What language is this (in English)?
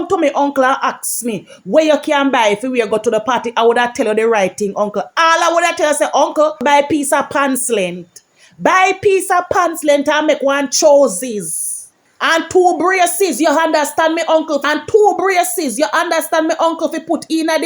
Jamaican Creole English